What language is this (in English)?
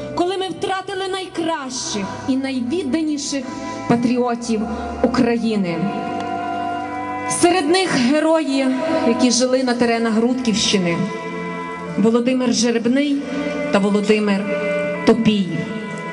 Ukrainian